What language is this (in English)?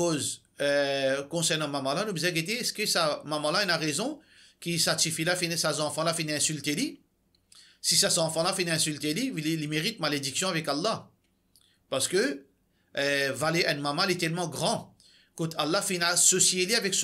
Morisyen